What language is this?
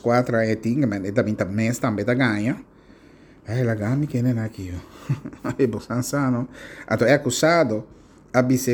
Papiamento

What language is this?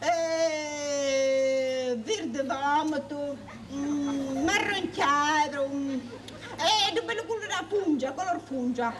Sicilian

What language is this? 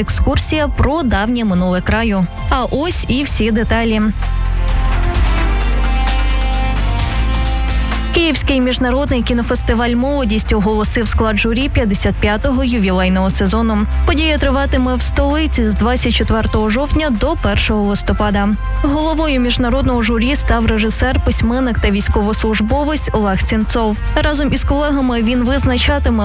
Ukrainian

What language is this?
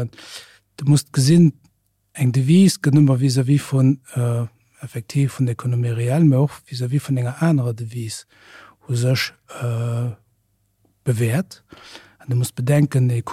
Luxembourgish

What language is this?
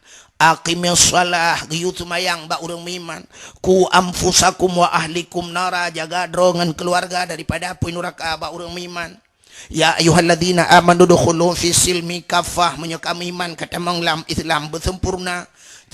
Achinese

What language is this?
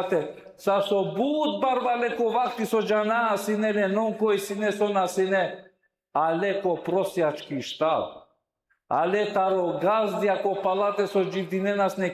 Balkan Romani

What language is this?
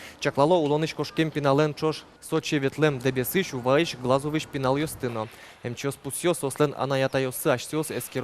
Udmurt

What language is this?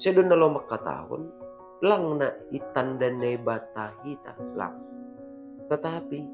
Batak Simalungun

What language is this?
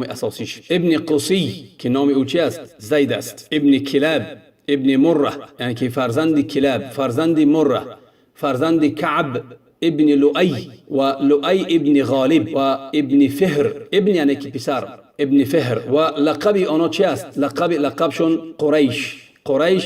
Tajik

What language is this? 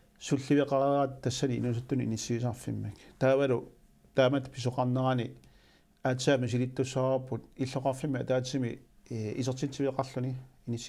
Kalaallisut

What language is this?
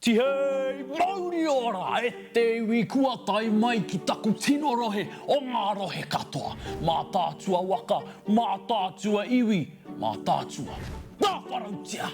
Māori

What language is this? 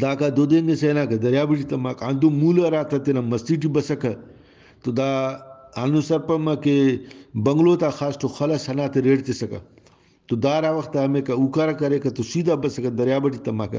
Brahui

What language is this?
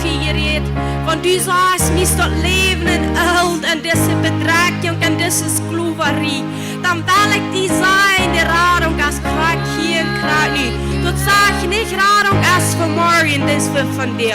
Plautdietsch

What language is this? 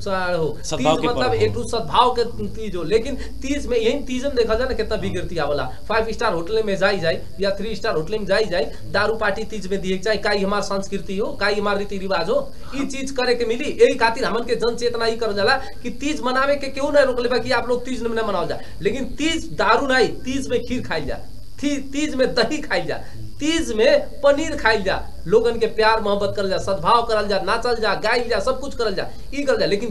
Bhojpuri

